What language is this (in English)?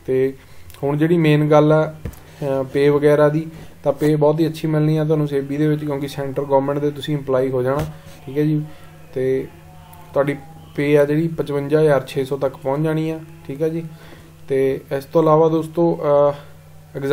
Punjabi